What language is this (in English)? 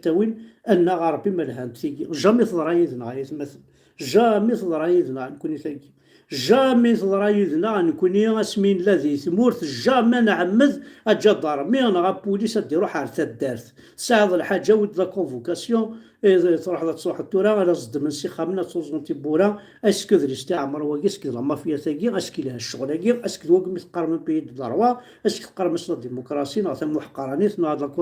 Kabyle